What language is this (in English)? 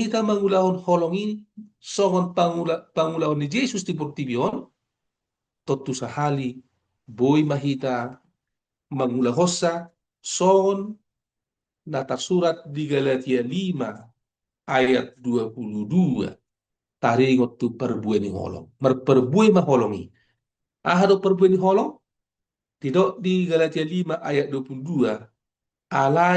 Batak Toba